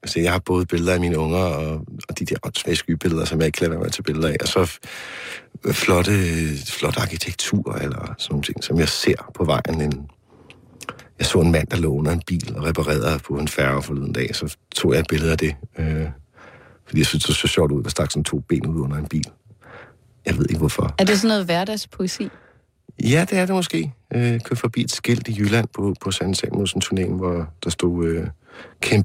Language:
Danish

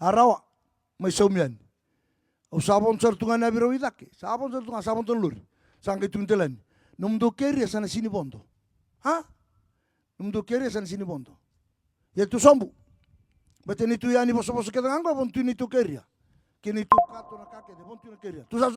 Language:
Fijian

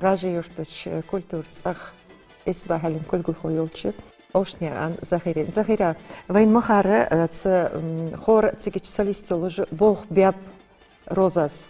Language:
Ingush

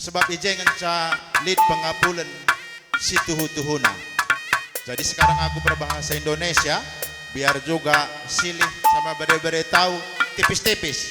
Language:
Batak Karo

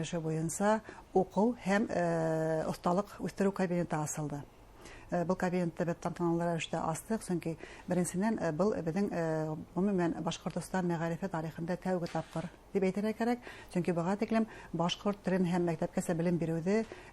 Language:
Bashkir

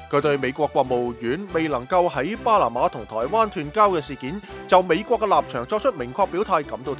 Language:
Cantonese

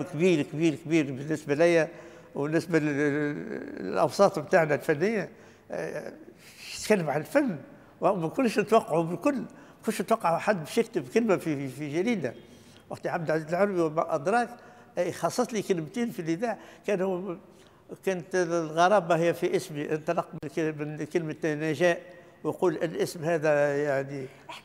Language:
Tunisian Arabic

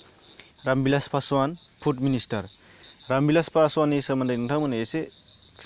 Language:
Bodo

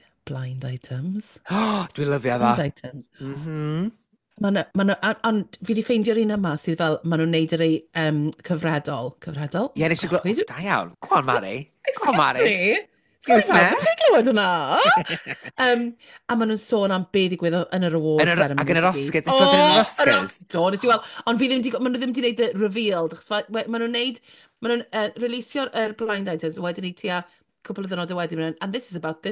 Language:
Welsh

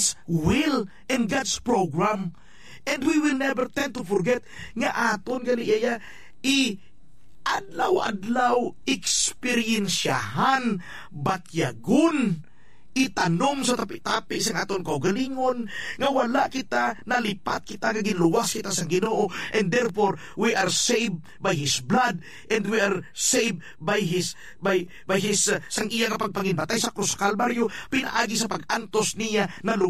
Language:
Hiligaynon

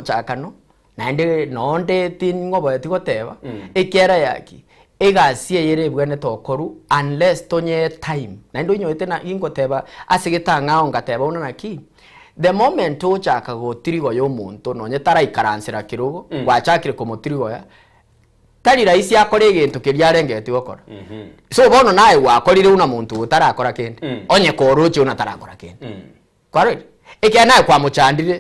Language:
Gusii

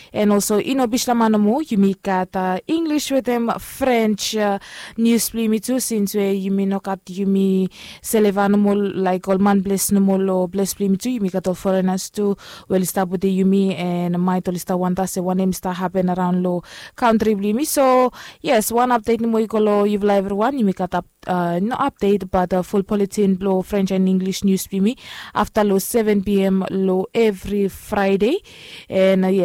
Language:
Bislama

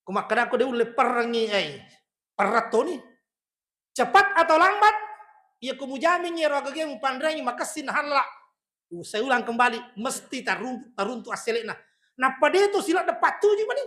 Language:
Buginese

